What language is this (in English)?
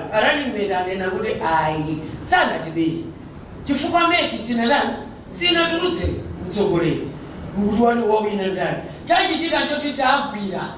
Nyanja